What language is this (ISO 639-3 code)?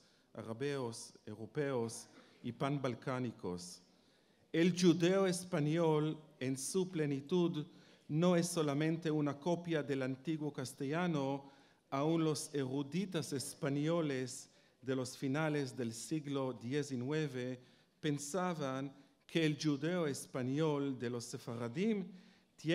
lad